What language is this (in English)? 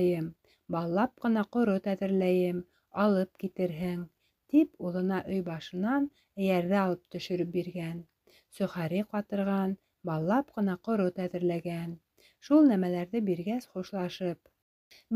Bashkir